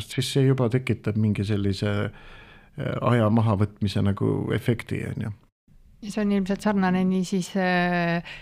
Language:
Estonian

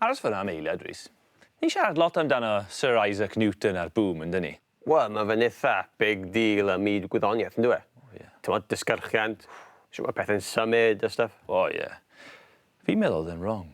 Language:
Welsh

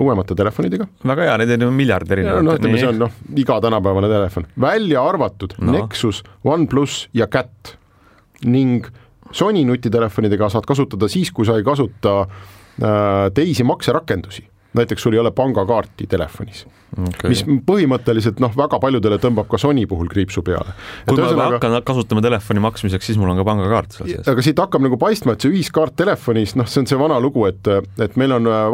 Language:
Estonian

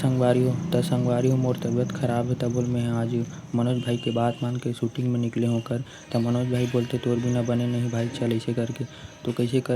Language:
Chhattisgarhi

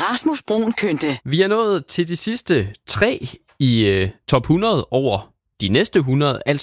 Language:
Danish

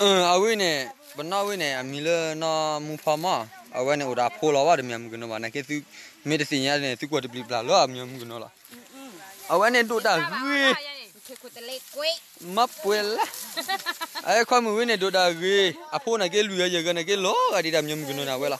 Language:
S'gaw Karen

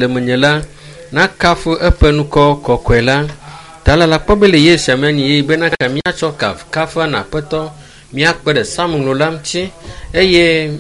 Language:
Ewe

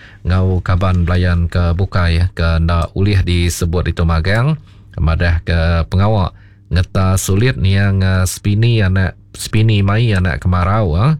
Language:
Iban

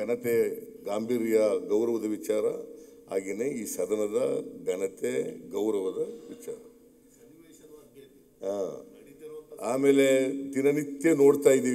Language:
Kannada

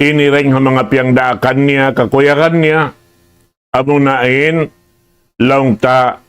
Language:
Tausug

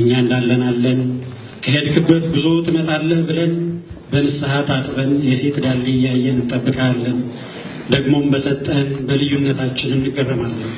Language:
Amharic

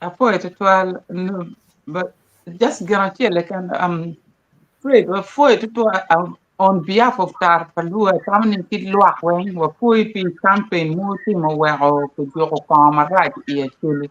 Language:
Acoli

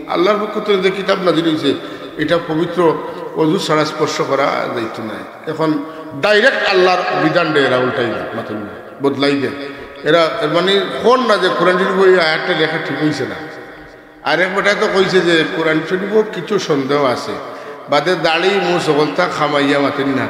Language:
Sylheti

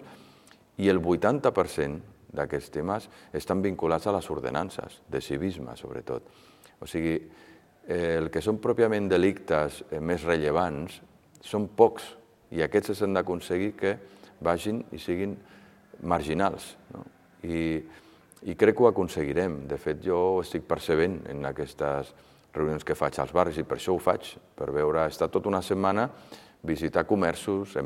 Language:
Catalan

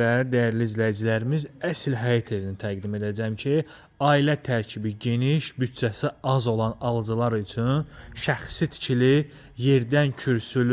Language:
Azerbaijani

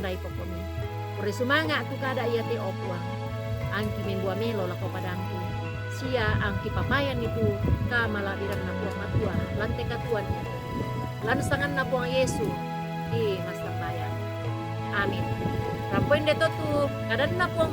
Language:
Toraja-Sa'dan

